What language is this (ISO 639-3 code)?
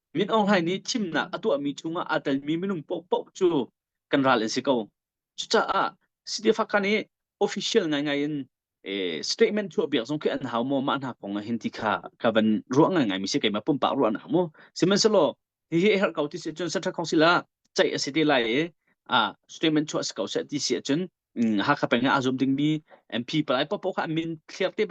cnh